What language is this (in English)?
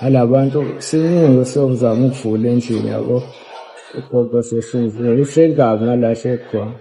Zulu